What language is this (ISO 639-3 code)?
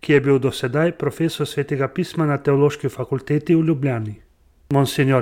slv